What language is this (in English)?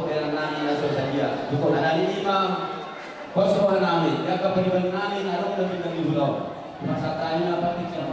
Batak Toba